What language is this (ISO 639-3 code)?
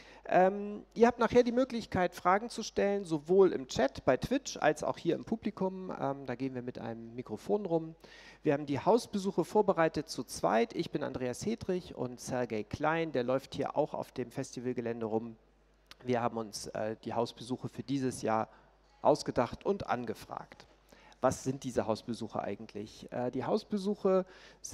deu